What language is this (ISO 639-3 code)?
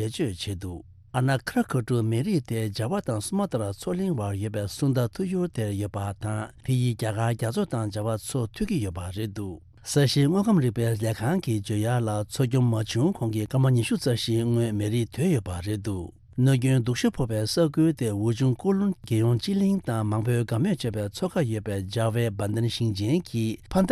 bod